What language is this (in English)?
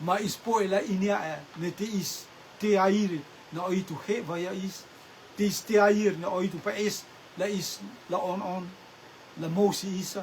Rotuman